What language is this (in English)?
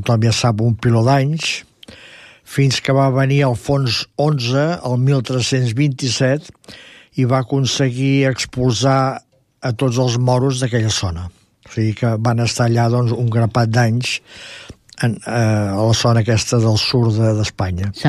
Catalan